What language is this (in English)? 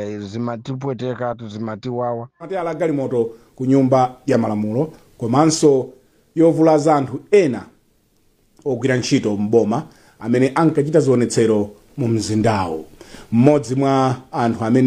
Nyanja